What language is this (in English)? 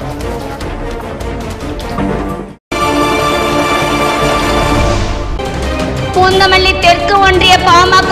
Tamil